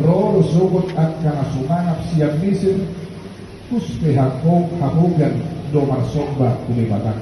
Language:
Batak Toba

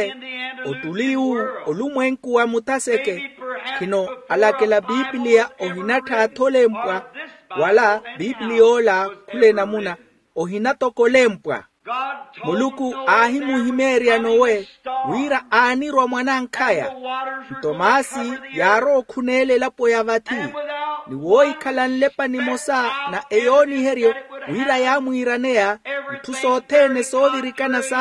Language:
Makhuwa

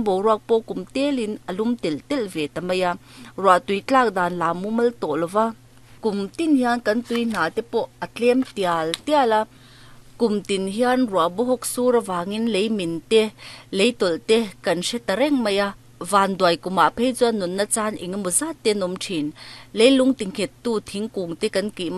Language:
Mizo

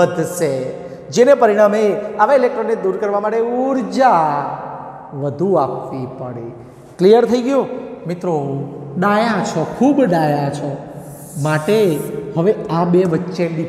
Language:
Gujarati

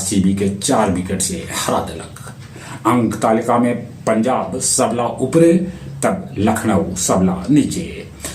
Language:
Magahi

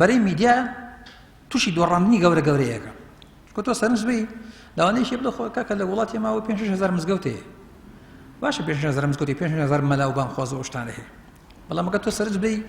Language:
Central Kurdish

